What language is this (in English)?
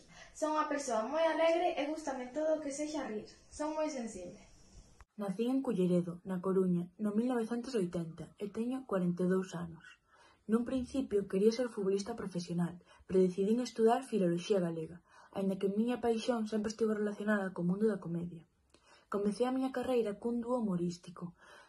Galician